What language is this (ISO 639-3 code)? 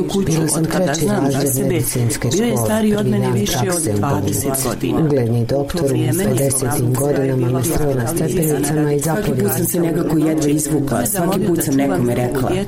hrv